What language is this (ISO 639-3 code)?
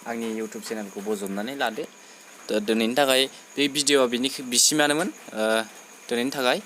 brx